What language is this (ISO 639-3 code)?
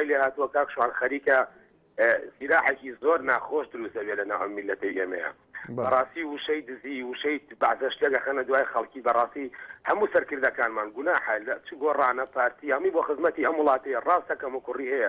ckb